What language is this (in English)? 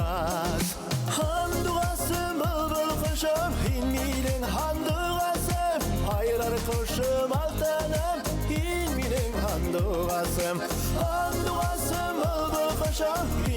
Bashkir